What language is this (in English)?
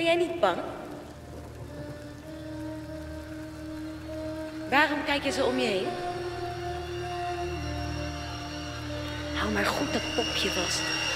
Dutch